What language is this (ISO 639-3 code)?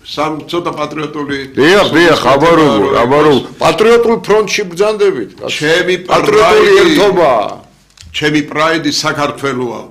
kat